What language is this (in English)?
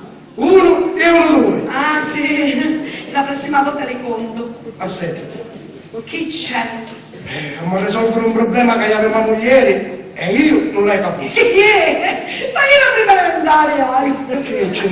Sicilian